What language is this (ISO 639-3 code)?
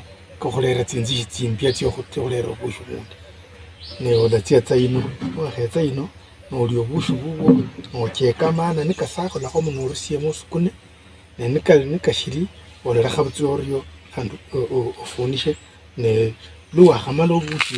luy